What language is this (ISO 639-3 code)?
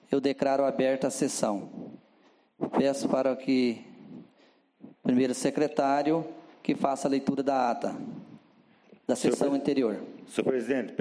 por